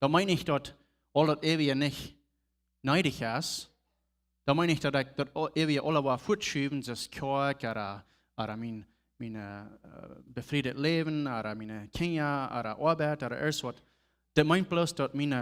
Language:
Plautdietsch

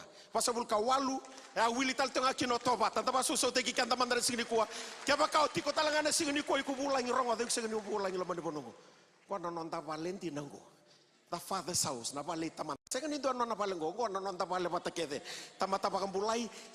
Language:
Fijian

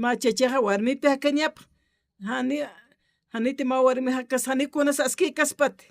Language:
Aymara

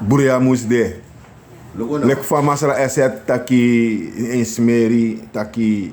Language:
Sranan Tongo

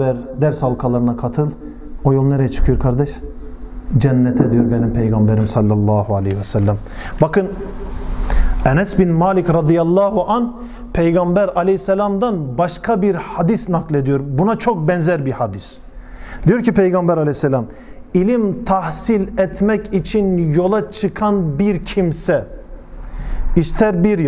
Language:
Turkish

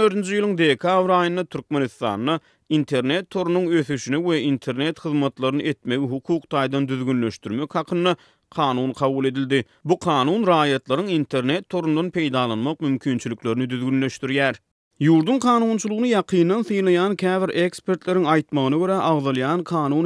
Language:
Turkmen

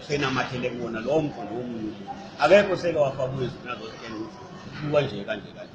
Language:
Zulu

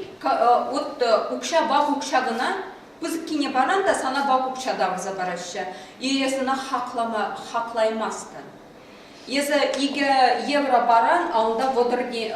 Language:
Chuvash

